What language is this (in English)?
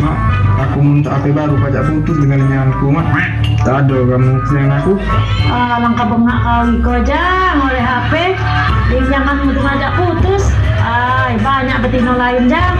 Musi